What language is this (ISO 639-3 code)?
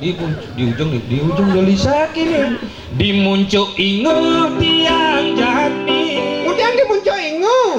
ban